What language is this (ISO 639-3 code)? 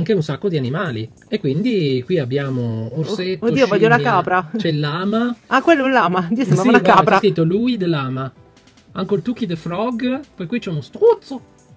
ita